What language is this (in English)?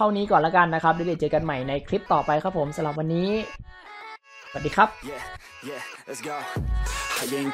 Thai